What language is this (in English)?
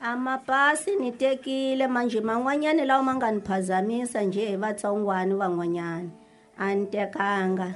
Tsonga